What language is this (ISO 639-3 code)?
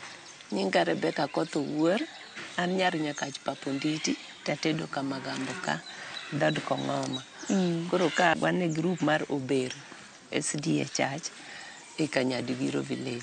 luo